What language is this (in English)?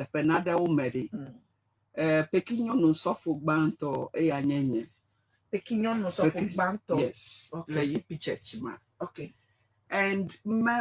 Ewe